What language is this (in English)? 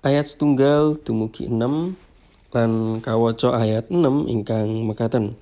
Javanese